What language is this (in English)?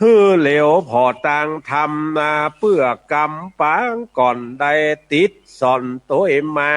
Northern Thai